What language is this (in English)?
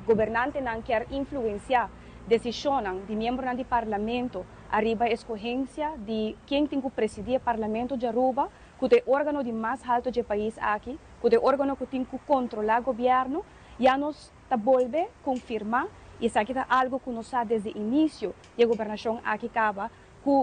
Papiamento